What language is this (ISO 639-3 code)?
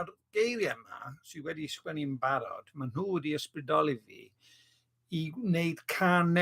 cym